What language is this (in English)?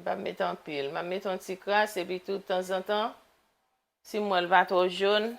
Haitian Creole